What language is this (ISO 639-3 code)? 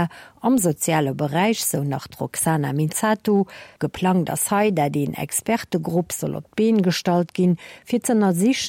ltz